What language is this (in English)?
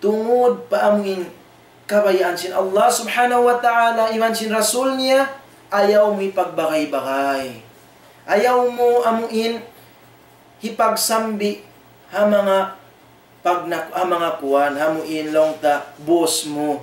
Tausug